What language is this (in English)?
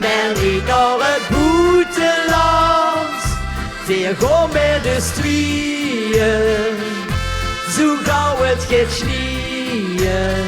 Limburgish